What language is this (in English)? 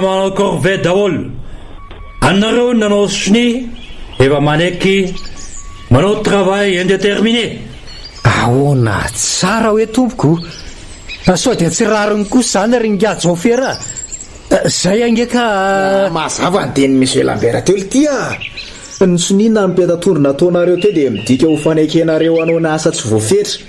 Malagasy